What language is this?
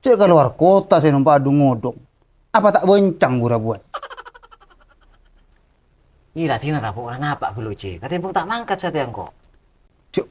Madurese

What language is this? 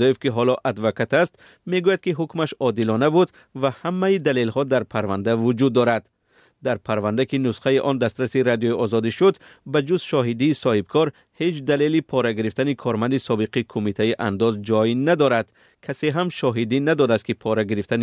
Tajik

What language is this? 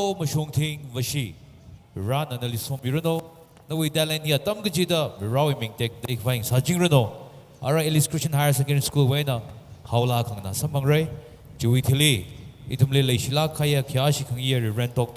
Tangkhul Naga (India)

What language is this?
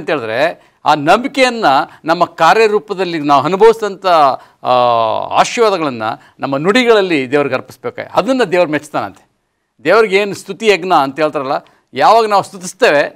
Kannada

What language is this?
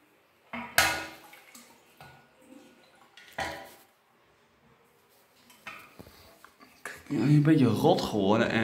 Dutch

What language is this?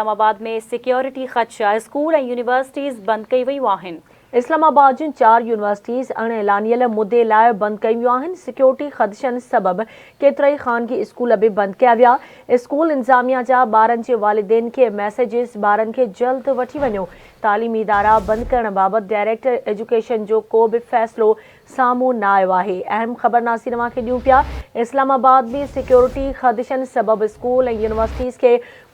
Sindhi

